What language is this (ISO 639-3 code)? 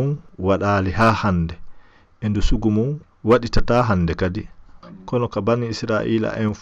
ful